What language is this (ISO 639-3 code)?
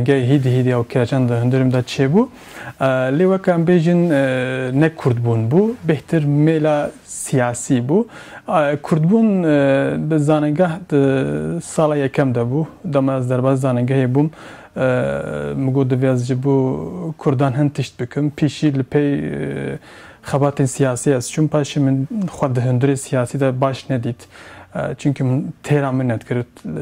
kur